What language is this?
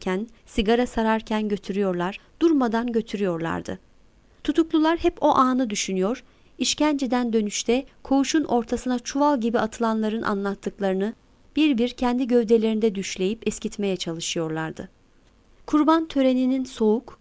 Turkish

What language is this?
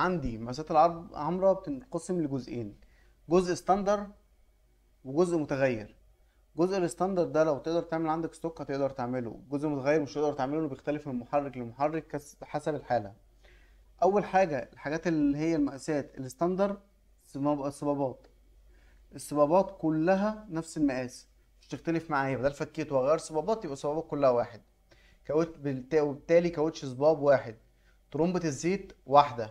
Egyptian Arabic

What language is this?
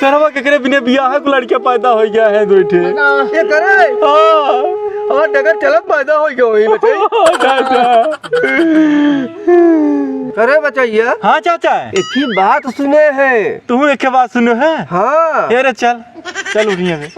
Awadhi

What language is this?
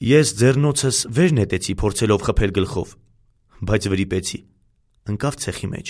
Armenian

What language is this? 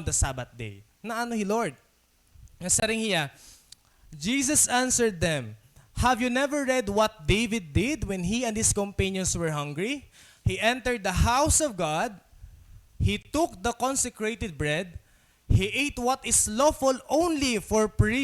Waray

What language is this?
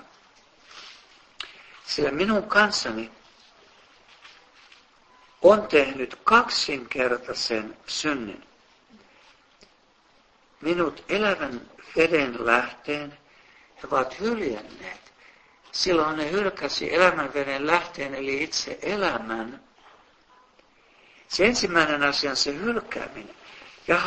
Finnish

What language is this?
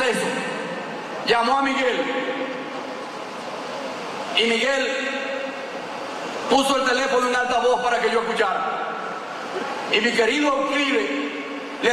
Spanish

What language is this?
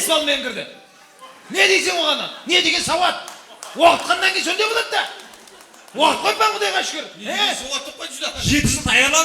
Kara-Kalpak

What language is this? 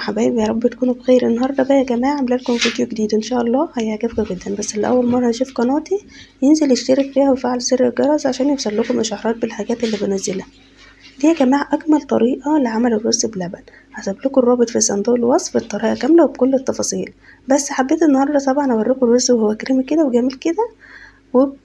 Egyptian Arabic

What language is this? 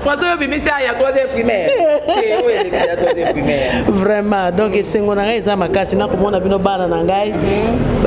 Lingala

